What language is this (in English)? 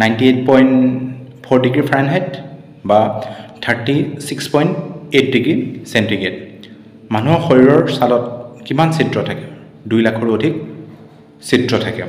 Assamese